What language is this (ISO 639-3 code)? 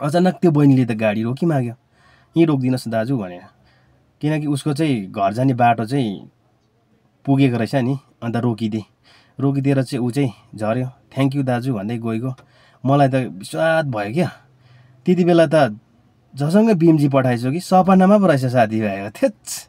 nep